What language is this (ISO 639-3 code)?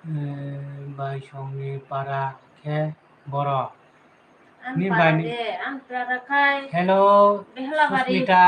trp